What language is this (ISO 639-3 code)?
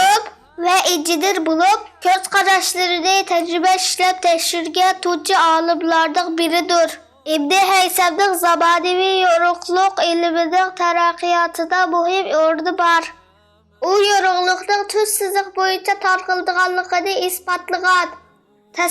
uig